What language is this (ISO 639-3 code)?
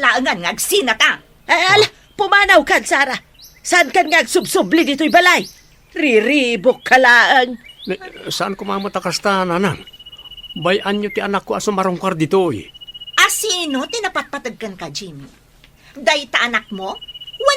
ilo